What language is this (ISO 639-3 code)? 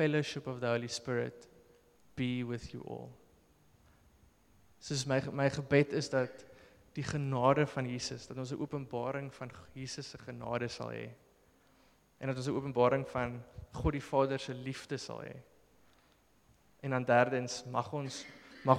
afr